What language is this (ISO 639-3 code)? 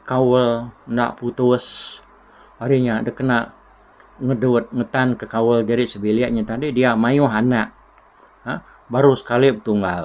iba